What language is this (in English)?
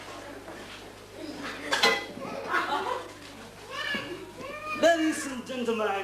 Poumei Naga